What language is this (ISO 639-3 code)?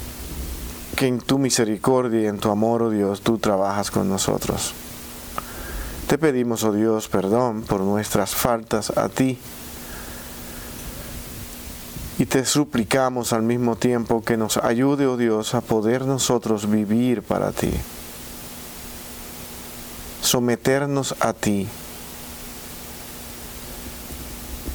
spa